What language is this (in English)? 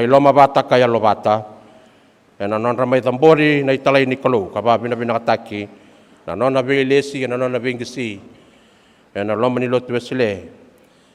Fijian